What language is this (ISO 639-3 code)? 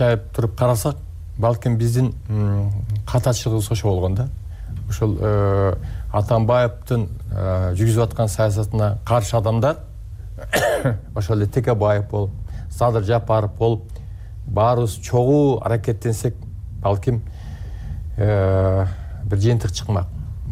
kir